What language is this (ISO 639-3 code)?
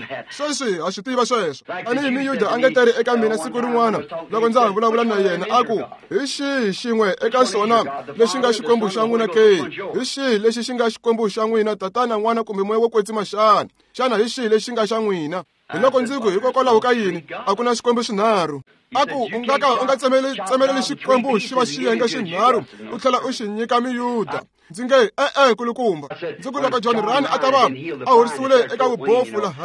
tso